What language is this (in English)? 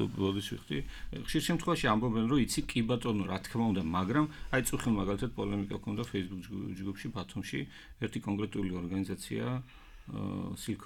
Georgian